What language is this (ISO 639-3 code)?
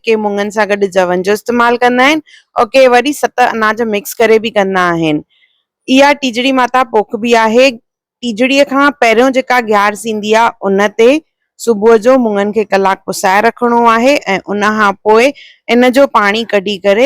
snd